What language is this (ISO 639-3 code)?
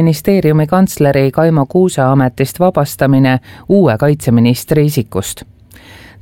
est